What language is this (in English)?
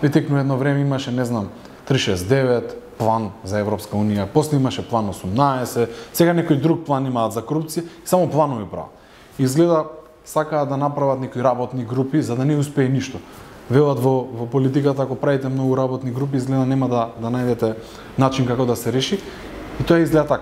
Macedonian